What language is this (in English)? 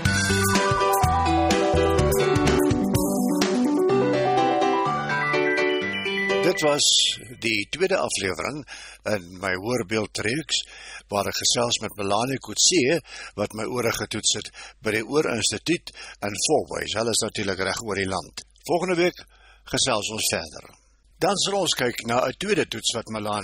Afrikaans